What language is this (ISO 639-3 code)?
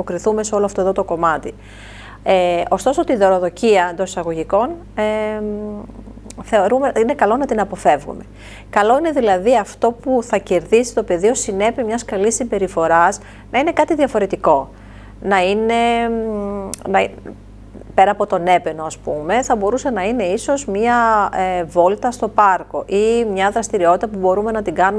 ell